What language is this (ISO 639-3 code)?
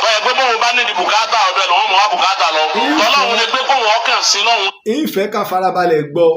yor